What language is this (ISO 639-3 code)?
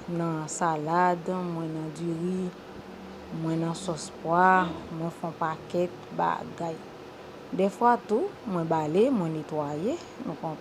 hat